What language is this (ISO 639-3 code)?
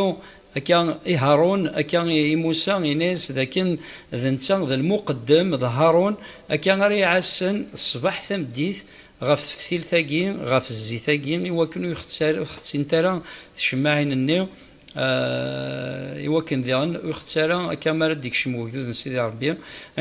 kab